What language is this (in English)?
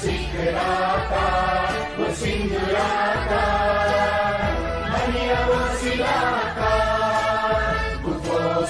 Newari